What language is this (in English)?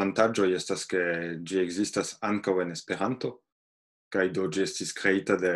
Esperanto